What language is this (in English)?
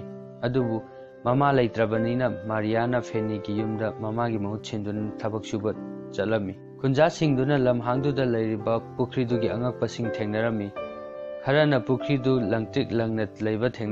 Manipuri